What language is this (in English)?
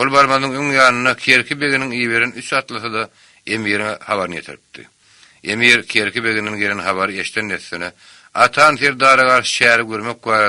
Turkmen